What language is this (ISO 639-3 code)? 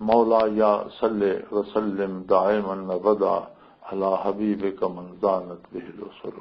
lah